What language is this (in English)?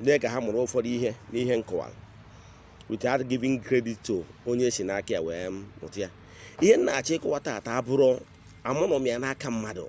Igbo